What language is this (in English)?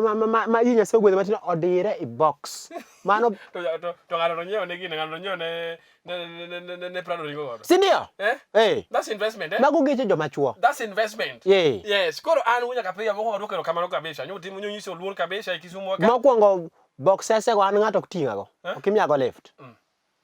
Luo (Kenya and Tanzania)